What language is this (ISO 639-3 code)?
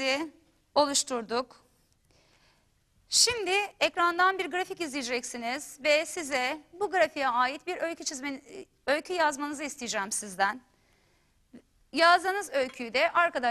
tur